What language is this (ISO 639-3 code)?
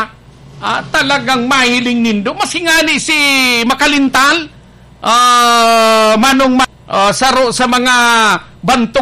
bik